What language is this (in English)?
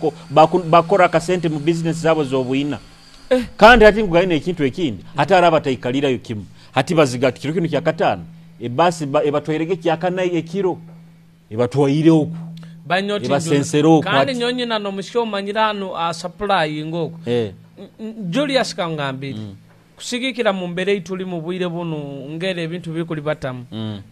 Nyoro